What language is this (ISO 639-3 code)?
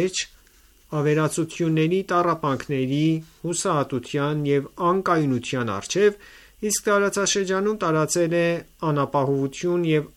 hye